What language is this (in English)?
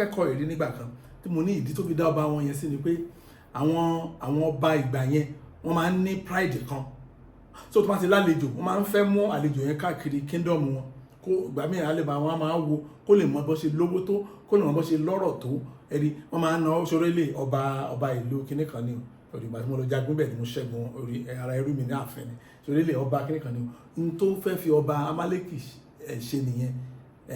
Yoruba